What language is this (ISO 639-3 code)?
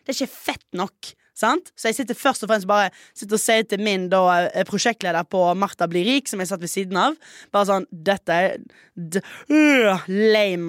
nor